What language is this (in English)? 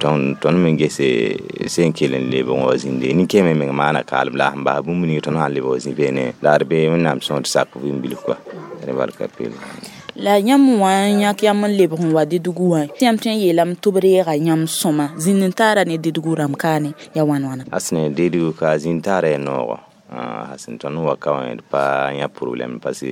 Mossi